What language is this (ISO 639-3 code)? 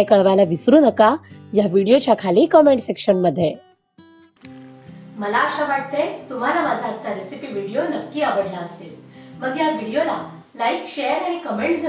mar